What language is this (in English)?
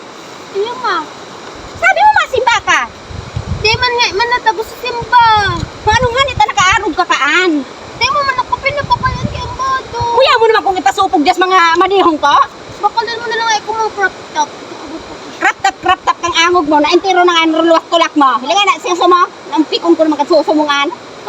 Bikol